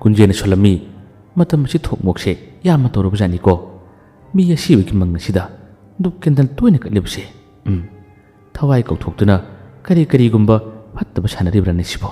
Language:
Manipuri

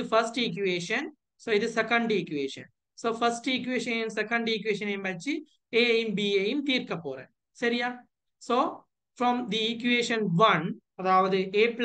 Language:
Tamil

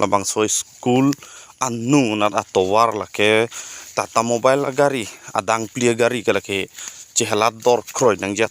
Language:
Karbi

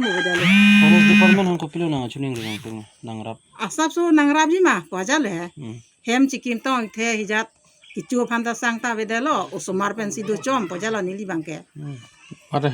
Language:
Karbi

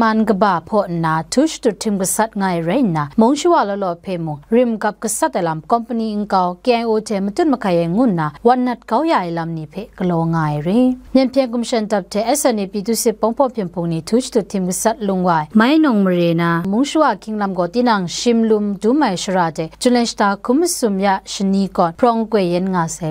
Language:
Kachin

